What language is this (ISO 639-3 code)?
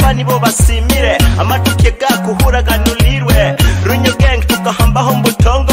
nyo